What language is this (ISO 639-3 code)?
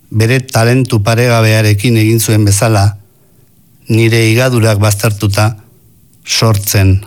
eus